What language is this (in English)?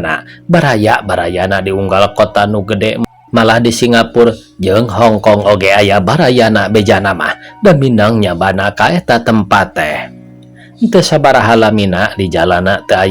Sundanese